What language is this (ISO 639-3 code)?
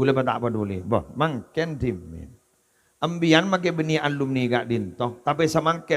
mad